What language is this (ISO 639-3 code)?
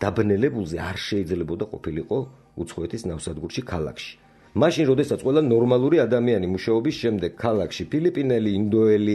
kat